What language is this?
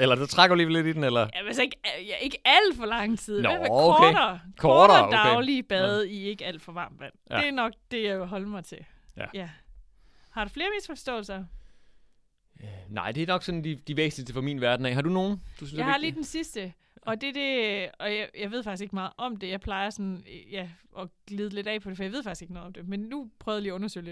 Danish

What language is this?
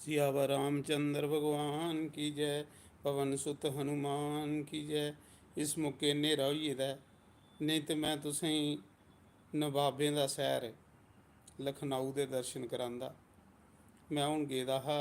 Dogri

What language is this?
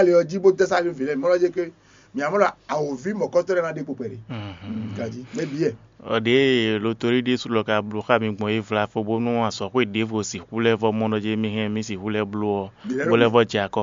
Fon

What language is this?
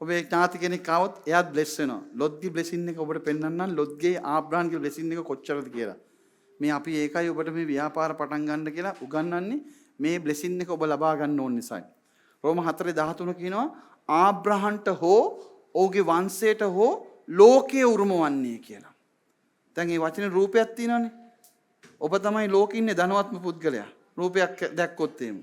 Sinhala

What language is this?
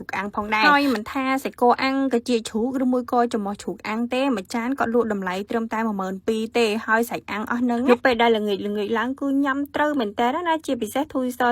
Khmer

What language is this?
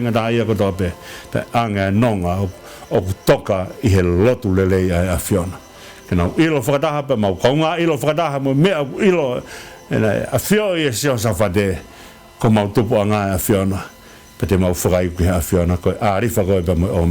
Tongan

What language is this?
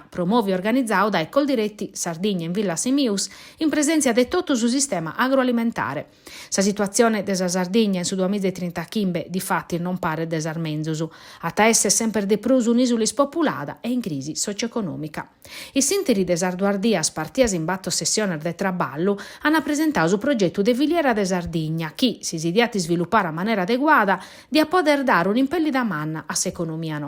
Sardinian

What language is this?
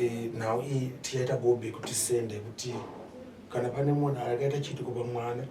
Shona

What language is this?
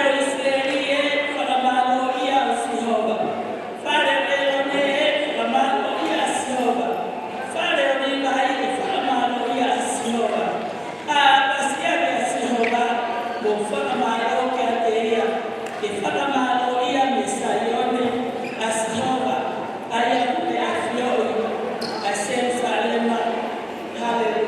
Tongan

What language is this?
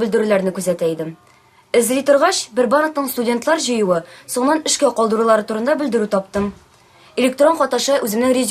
Tatar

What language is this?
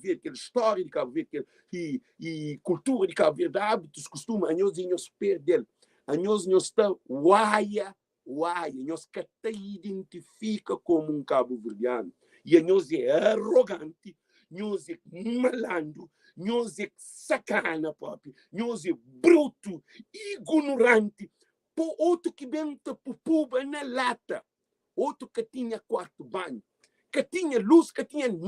Kabuverdianu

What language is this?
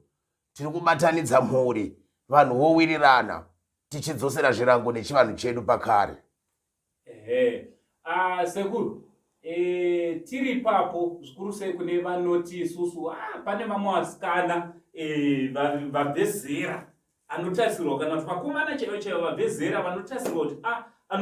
Shona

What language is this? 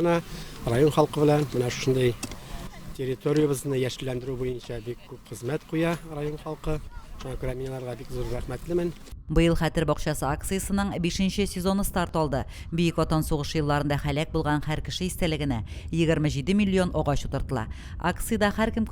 Tatar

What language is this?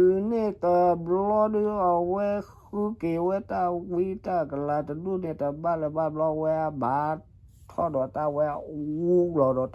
S'gaw Karen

